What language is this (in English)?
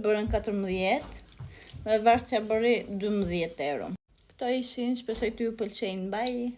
Albanian